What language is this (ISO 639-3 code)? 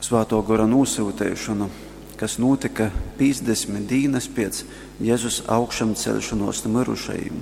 ltg